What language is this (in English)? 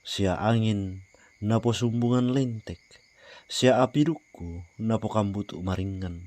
Toraja-Sa'dan